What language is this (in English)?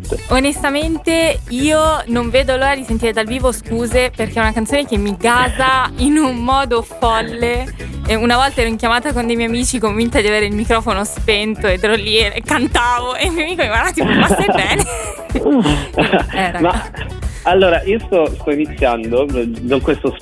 Italian